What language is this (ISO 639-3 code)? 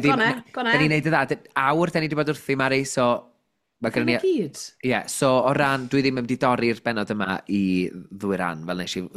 cym